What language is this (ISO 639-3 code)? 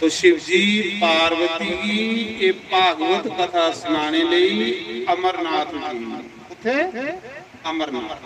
doi